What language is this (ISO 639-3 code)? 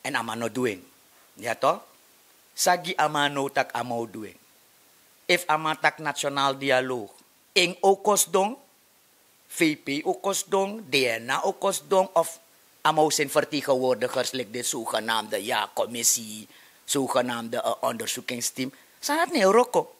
srn